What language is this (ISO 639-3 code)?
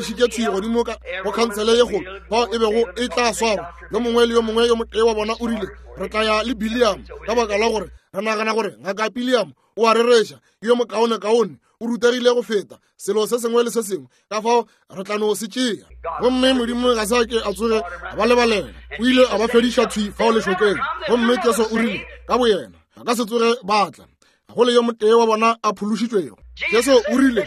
nso